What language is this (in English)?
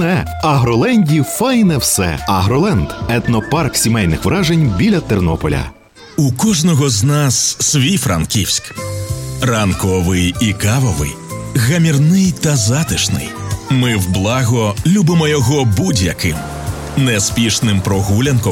Ukrainian